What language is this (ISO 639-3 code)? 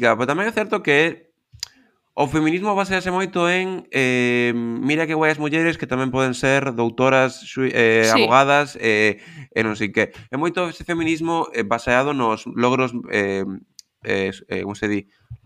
glg